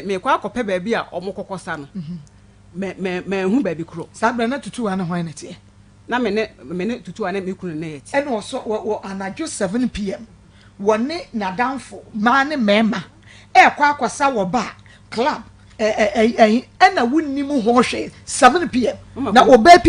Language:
Akan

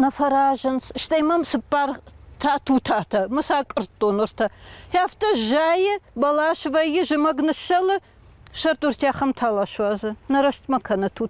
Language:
Ossetic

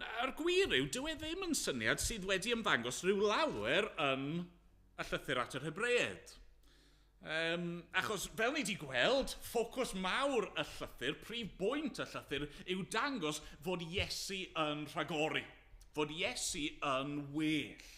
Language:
Welsh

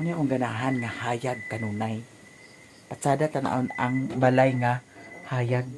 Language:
Cebuano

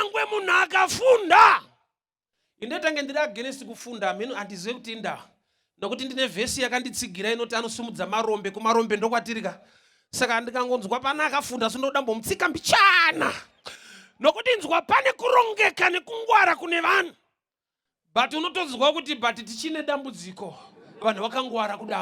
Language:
Shona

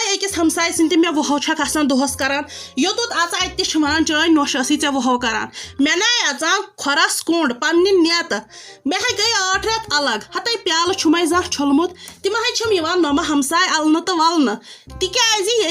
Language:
Kashmiri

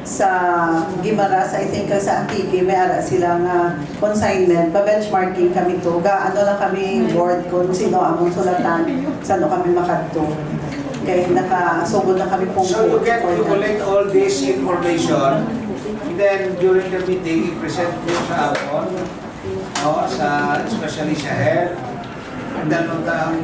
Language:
Hiligaynon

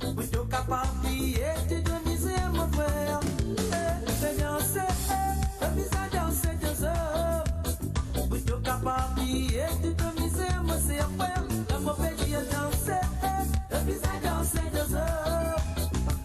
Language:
Morisyen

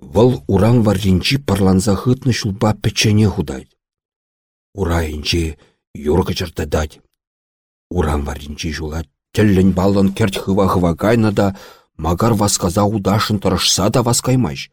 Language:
Chuvash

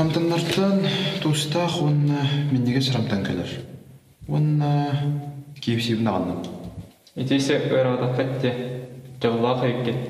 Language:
Yakut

